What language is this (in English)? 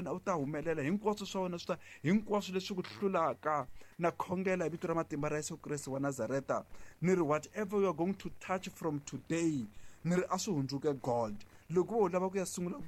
Tsonga